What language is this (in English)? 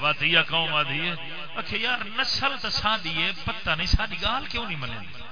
Saraiki